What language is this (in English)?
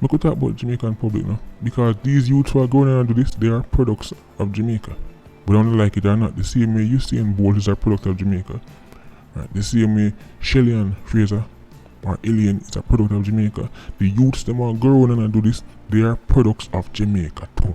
Jamaican Creole English